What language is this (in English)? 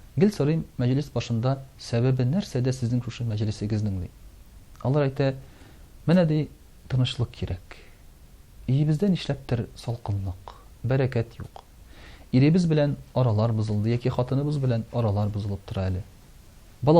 Tatar